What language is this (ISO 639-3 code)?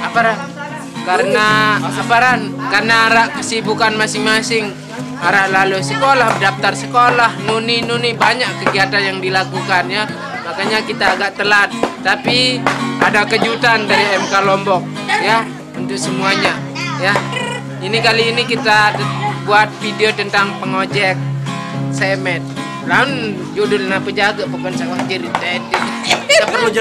sas